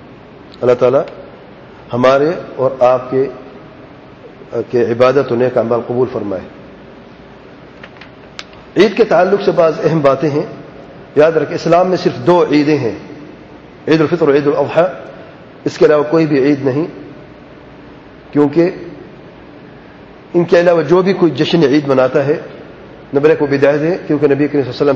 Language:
Urdu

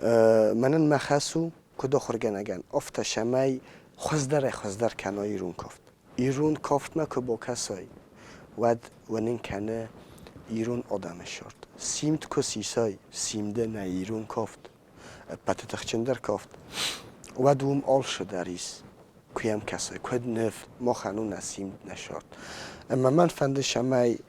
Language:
Ossetic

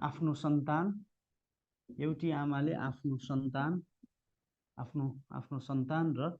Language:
Nepali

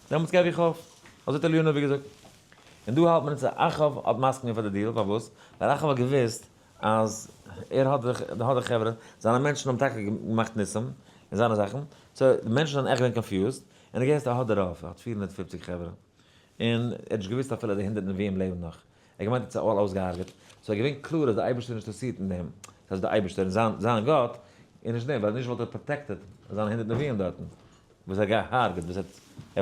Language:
Yiddish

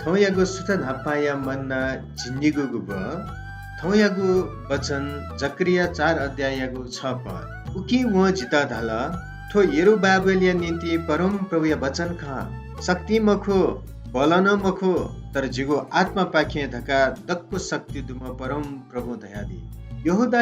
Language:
Newari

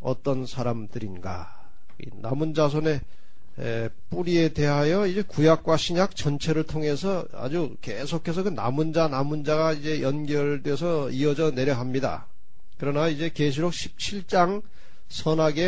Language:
Korean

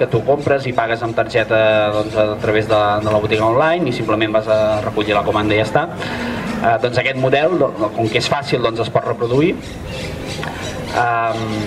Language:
Catalan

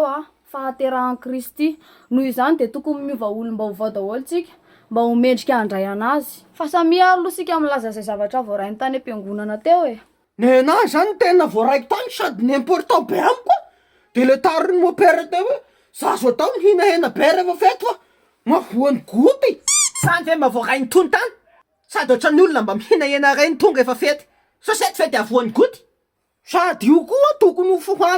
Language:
Malagasy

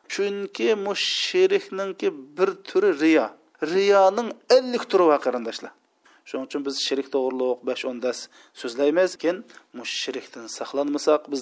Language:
Uyghur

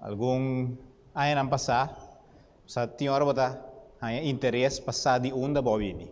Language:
Papiamento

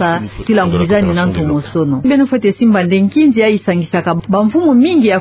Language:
Kituba (Democratic Republic of Congo)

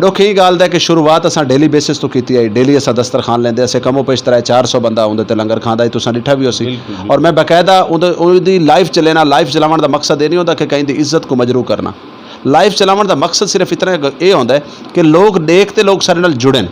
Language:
Saraiki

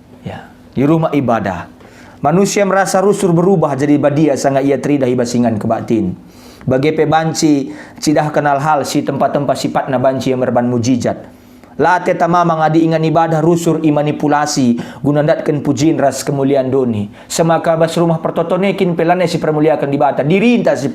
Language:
Batak Karo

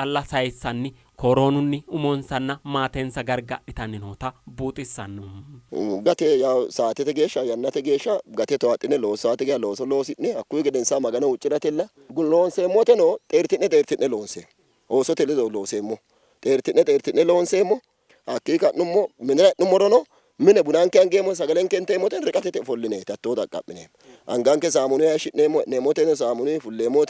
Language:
Sidamo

